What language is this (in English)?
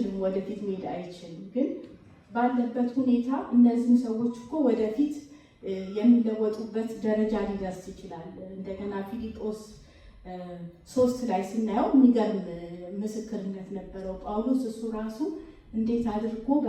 Amharic